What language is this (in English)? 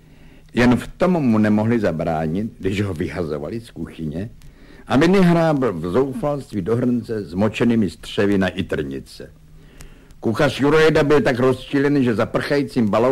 Czech